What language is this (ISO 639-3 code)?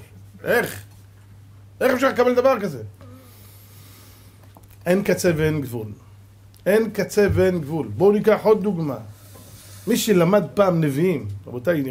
heb